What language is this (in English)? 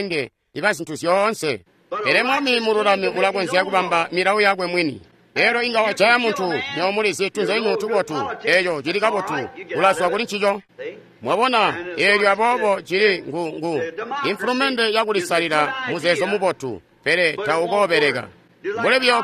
Tonga (Zambia)